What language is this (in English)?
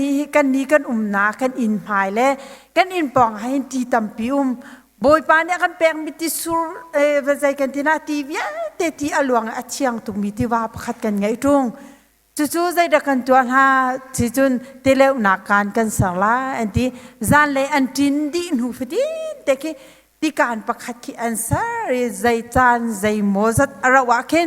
Hakha Chin